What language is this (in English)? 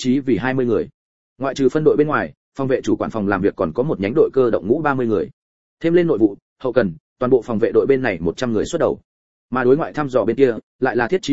Vietnamese